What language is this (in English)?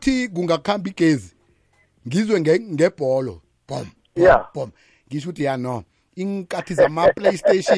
South Ndebele